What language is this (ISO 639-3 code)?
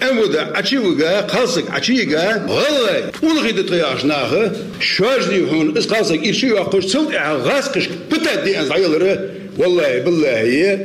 che